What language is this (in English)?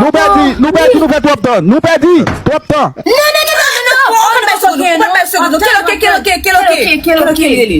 Haitian Creole